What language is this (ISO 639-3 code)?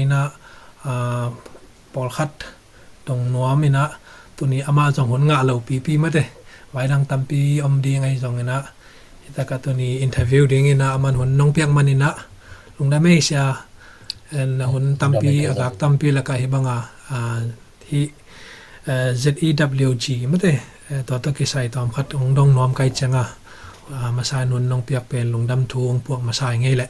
ctd